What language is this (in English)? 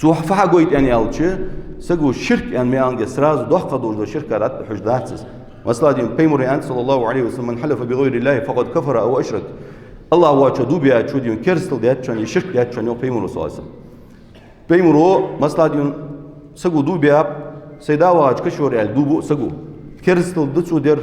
Ingush